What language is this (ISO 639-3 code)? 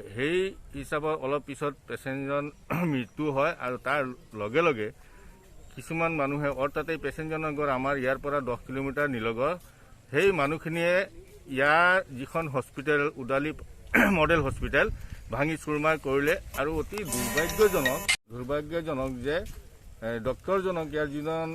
asm